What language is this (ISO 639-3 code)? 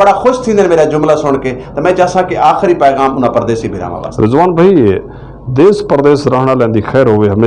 skr